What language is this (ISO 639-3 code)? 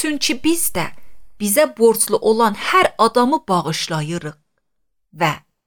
aze